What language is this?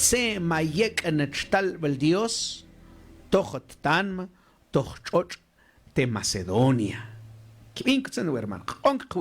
Mam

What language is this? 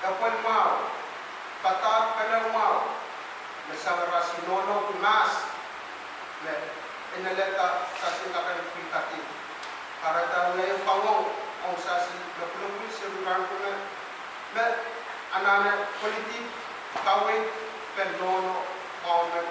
Pohnpeian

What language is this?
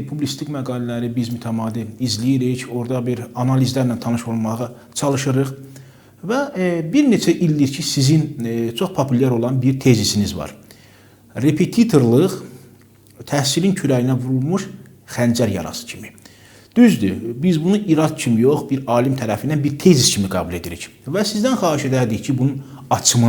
Azerbaijani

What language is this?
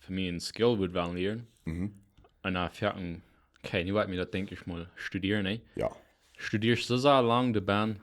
Plautdietsch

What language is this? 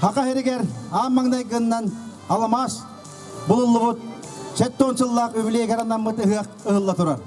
Yakut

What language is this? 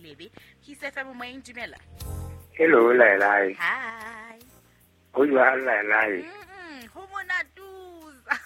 Southern Sotho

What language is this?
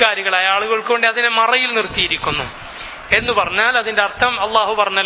Malayalam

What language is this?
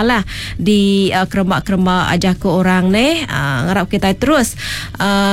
Iban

